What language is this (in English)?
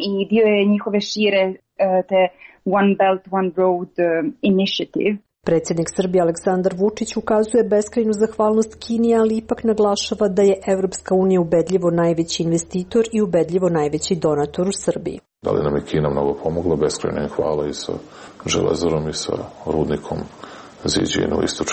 Serbian